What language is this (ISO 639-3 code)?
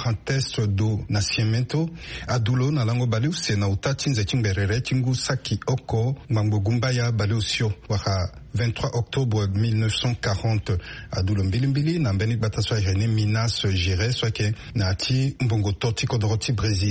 sag